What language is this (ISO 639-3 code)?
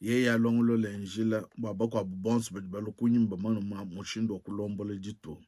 lua